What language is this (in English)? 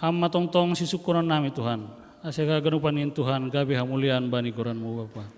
Batak Simalungun